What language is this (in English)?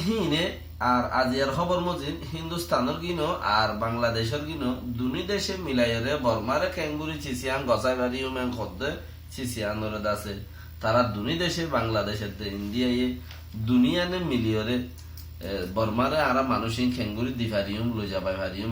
Rohingya